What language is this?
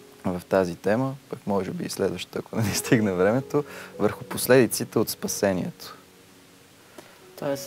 Bulgarian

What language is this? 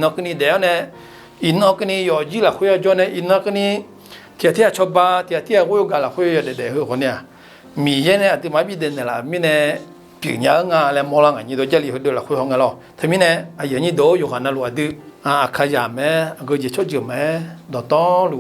Akha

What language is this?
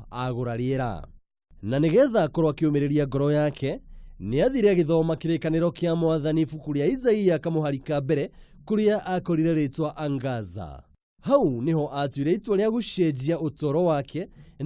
Kikuyu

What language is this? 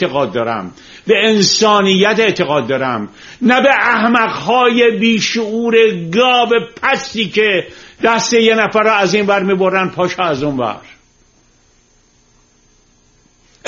Persian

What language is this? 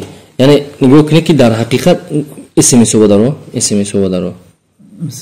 Tajik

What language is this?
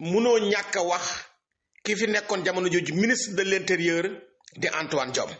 Wolof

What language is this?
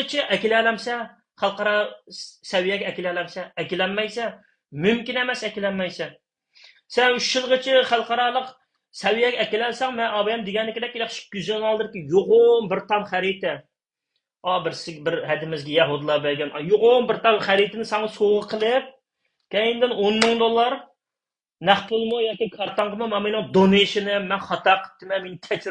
Uyghur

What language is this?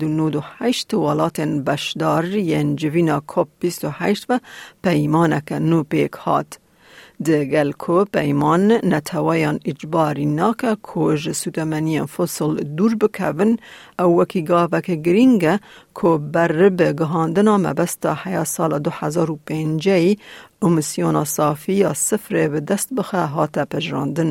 Kurdish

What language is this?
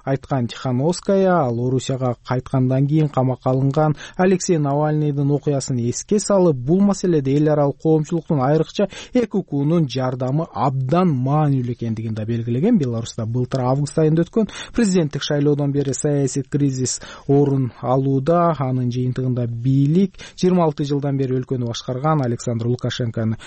Kyrgyz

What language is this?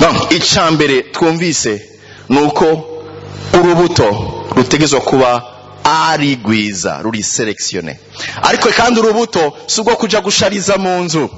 Rundi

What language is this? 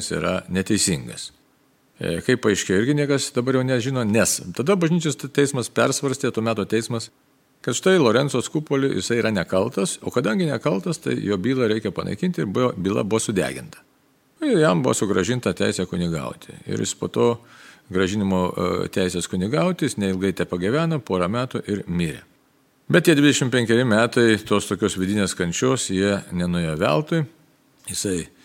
Lithuanian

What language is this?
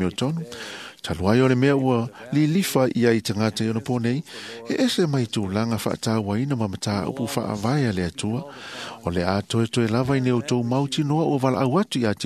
Samoan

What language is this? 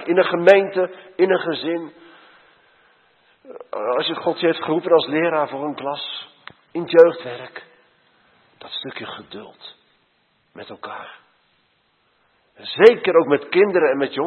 Dutch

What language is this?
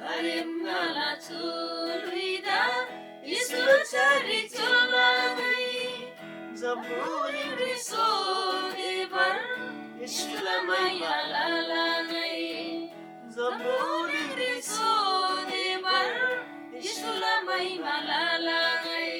Eastern Tamang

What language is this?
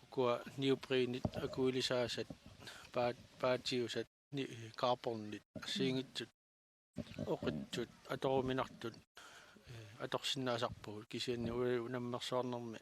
Kalaallisut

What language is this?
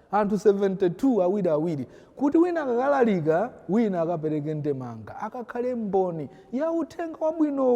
Nyanja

